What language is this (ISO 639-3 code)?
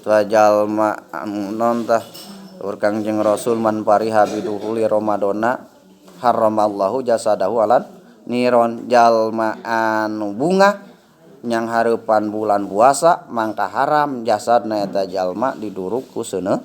sun